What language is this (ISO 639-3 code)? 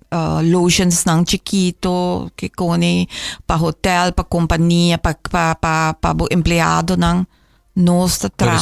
pap